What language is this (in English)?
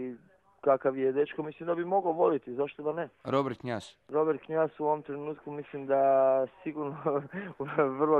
Croatian